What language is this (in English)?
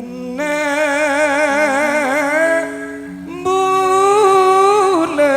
Madurese